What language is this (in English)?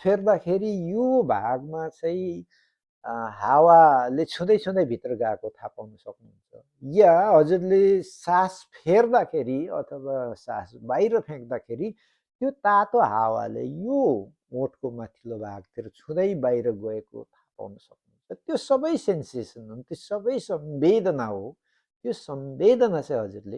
Nepali